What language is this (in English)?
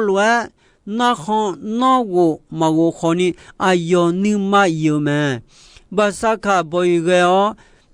Akha